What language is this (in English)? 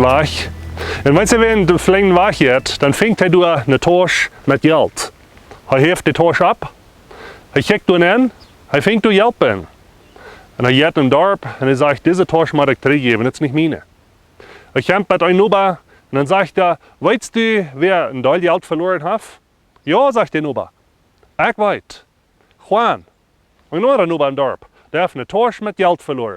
Plautdietsch